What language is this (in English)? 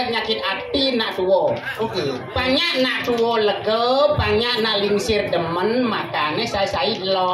Balinese